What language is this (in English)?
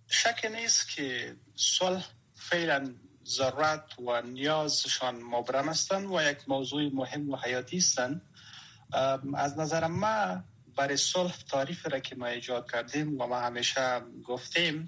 Persian